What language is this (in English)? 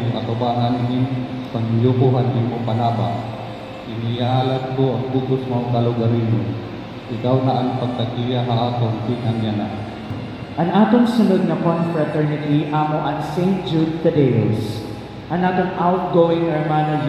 Waray